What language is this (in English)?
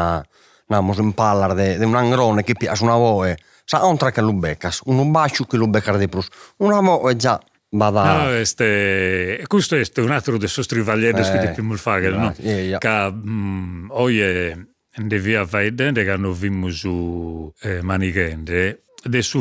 Sardinian